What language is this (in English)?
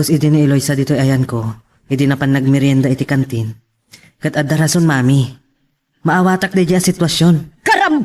Iloko